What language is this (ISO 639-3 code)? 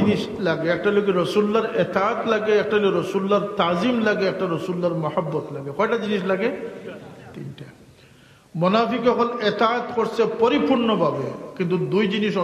syl